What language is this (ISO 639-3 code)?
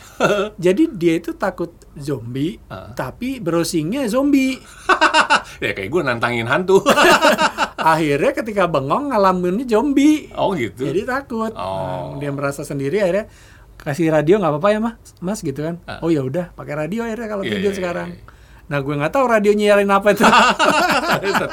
ind